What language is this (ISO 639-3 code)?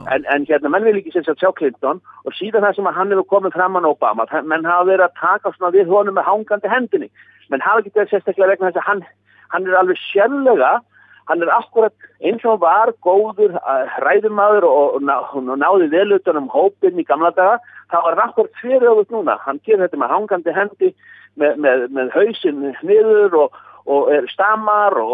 isl